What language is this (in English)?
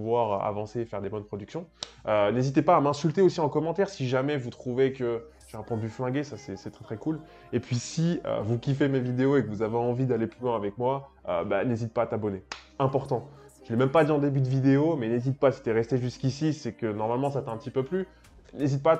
French